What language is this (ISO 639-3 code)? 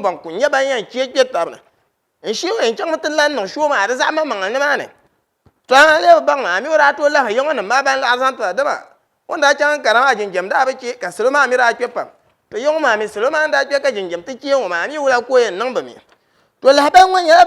dag